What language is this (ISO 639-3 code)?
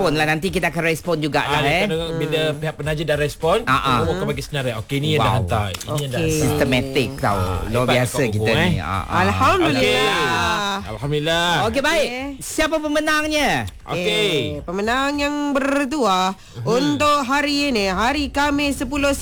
msa